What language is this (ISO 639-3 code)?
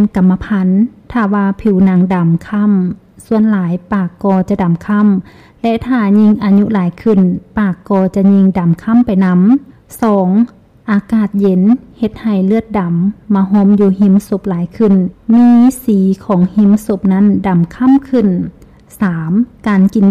lao